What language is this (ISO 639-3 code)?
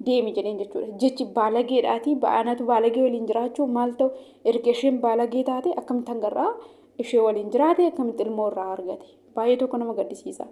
orm